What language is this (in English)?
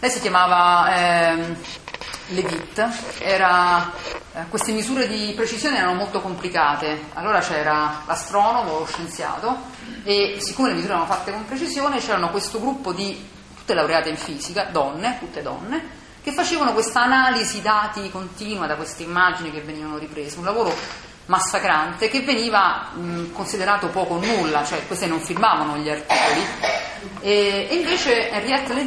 Italian